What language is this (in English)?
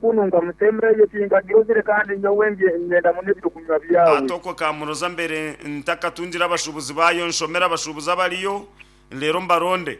Nyankole